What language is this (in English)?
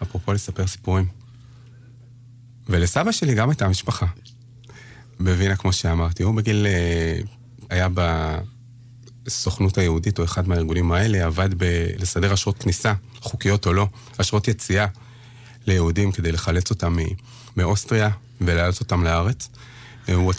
Hebrew